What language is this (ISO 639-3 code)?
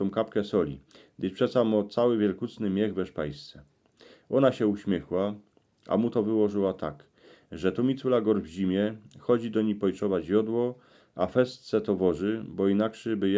szl